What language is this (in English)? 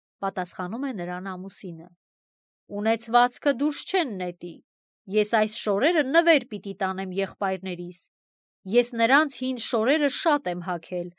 Armenian